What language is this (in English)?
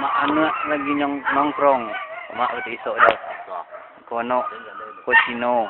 Minangkabau